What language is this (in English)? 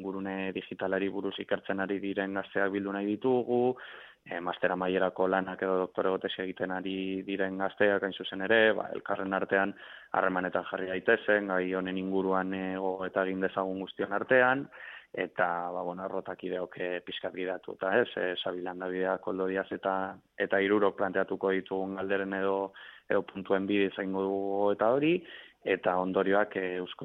Basque